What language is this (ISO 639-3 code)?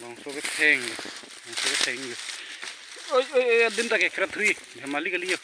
mjw